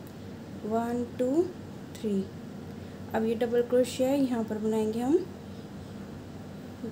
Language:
Hindi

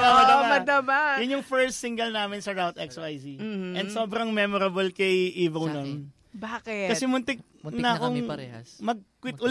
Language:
Filipino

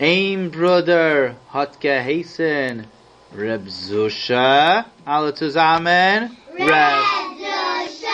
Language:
Yiddish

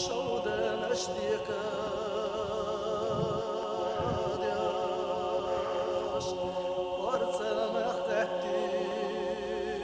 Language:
Chechen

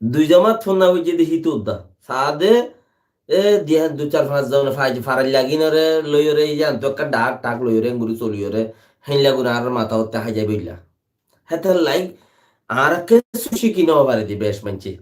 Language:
Rohingya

